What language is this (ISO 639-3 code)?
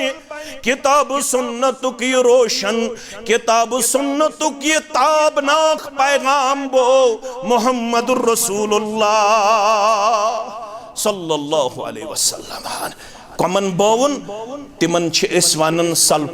kas